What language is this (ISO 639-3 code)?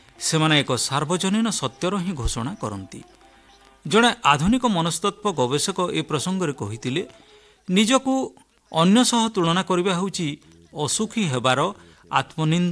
ori